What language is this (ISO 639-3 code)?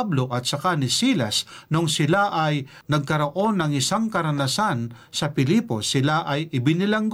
fil